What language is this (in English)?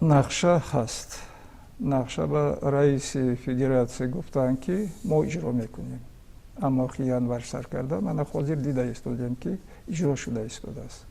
Tajik